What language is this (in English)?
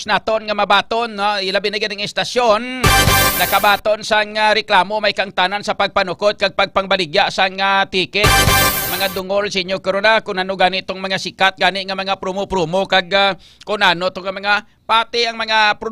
Hiligaynon